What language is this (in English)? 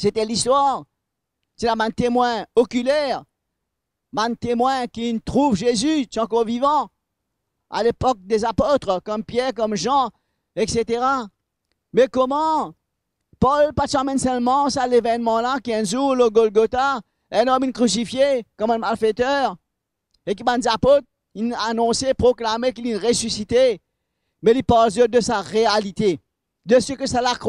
Morisyen